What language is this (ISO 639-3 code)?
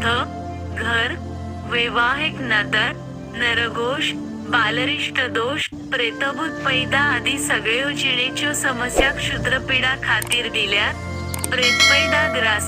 kok